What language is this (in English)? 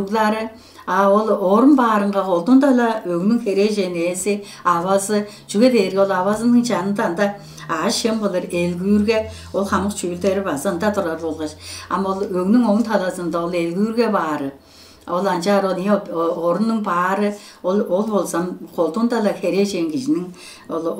Tuvinian